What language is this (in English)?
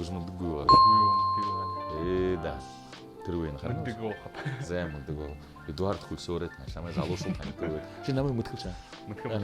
Buriat